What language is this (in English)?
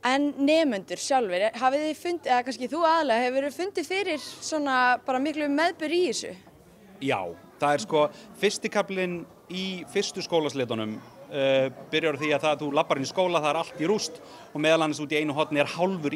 Icelandic